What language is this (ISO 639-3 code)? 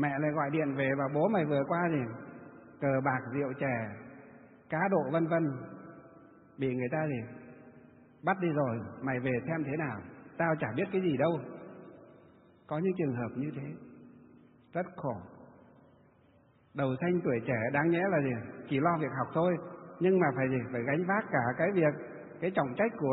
vie